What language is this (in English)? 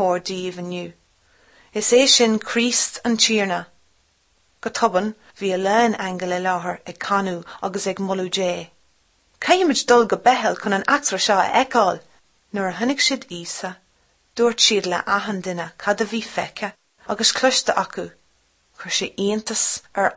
Irish